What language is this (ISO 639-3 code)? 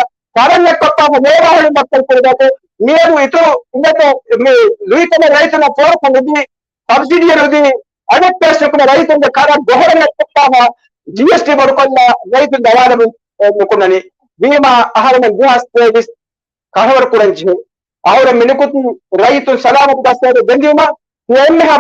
div